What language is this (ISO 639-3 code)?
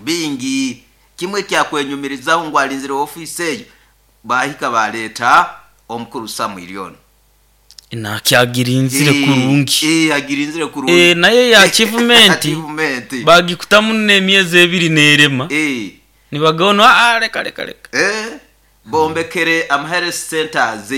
nyo